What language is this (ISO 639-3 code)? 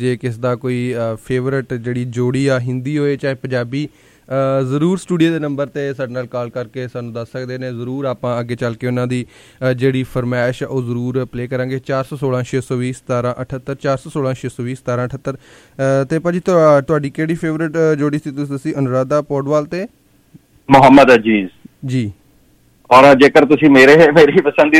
pan